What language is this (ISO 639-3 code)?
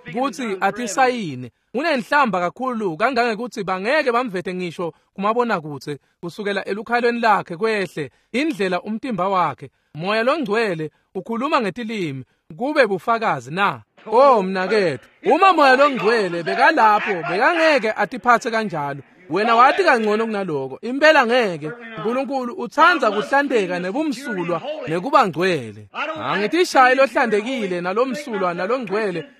ssw